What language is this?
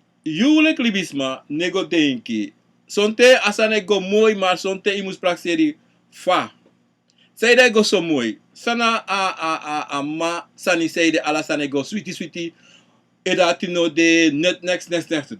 Sranan Tongo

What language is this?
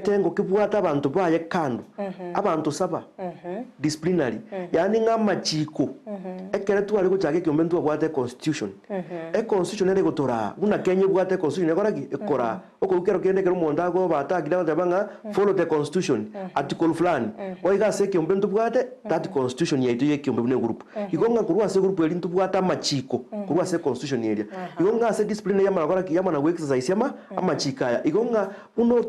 Gusii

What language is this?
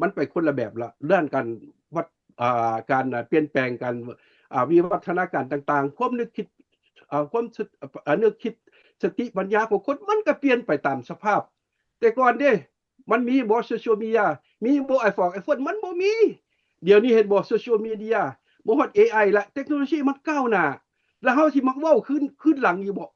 Lao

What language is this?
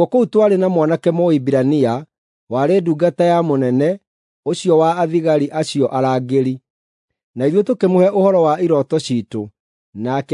Kikuyu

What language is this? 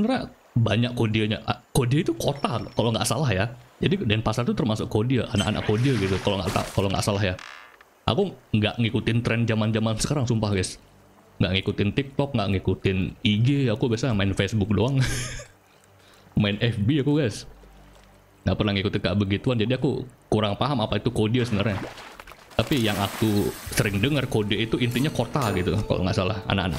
Indonesian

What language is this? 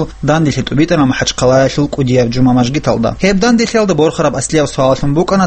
Avaric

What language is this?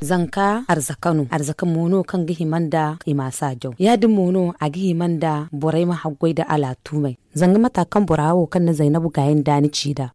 Zarma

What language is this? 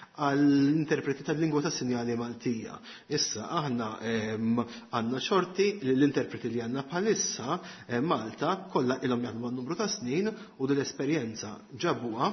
Maltese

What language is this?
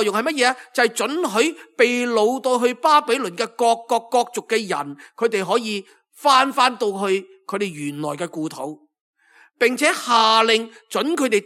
Cantonese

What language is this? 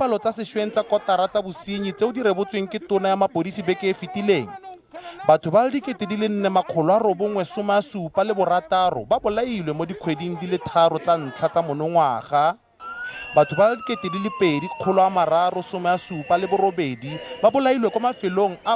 Tswana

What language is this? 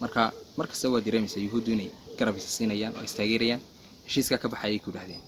Somali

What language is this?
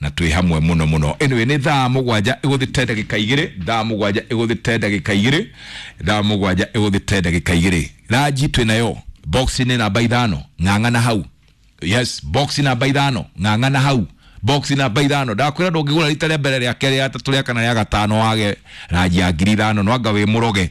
Kikuyu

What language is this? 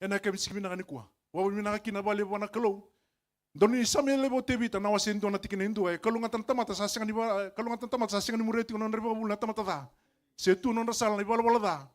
Fijian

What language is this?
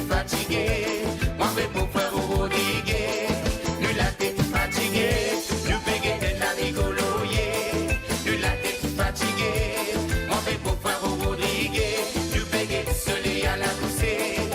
Morisyen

